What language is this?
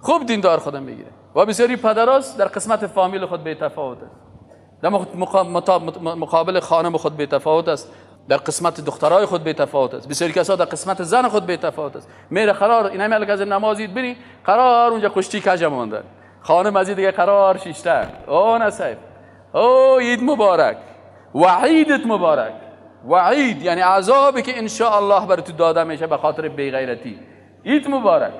Persian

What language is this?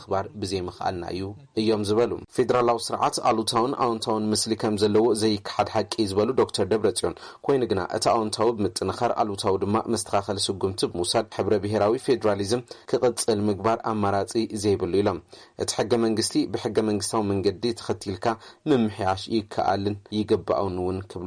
Tigrinya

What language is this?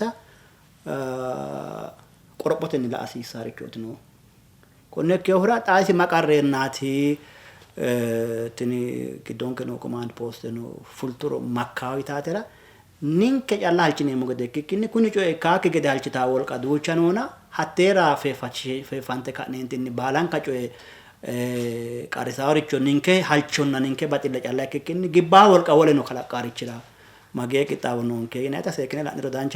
Sidamo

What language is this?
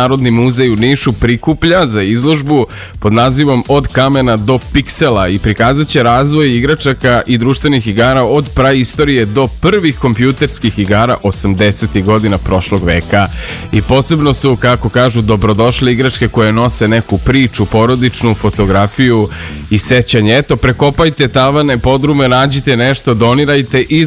Serbian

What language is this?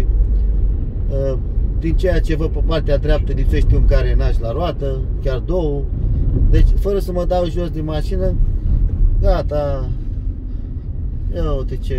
Romanian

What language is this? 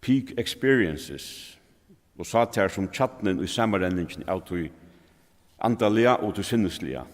Faroese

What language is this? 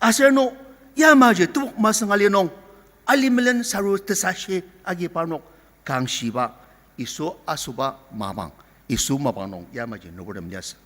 Ao Naga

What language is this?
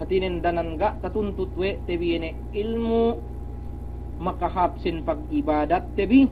Yakan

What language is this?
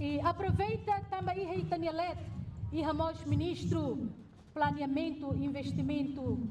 Tetum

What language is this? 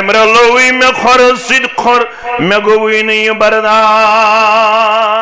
Kashmiri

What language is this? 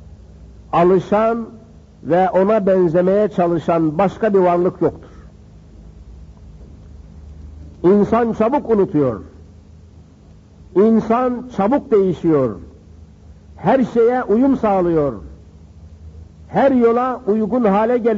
Turkish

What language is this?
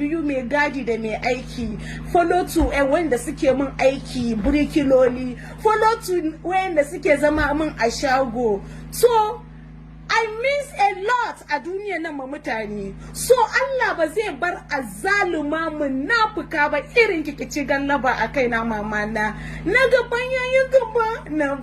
Hausa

